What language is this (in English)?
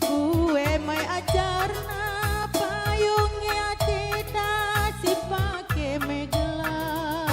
Batak Karo